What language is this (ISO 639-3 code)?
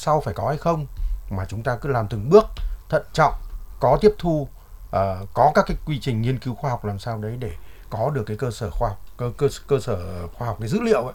vie